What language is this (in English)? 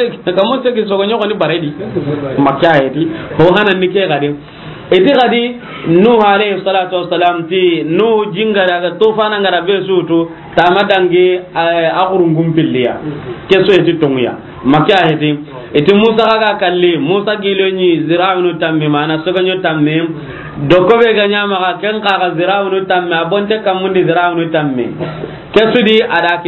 Soninke